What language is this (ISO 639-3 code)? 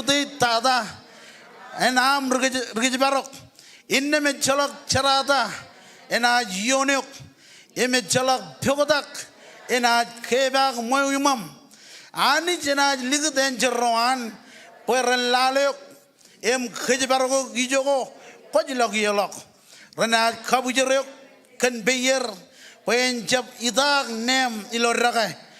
mah